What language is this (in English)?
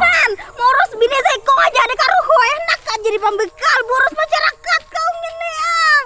Banjar